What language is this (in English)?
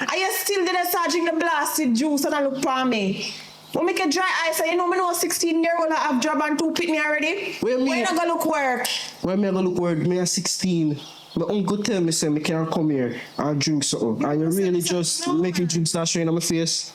Jamaican Creole English